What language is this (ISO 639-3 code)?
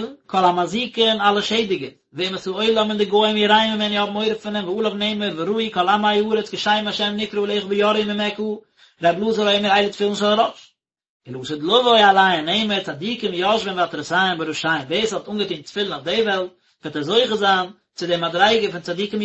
yid